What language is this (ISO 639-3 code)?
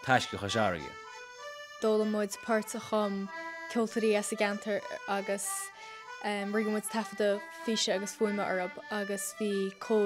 gle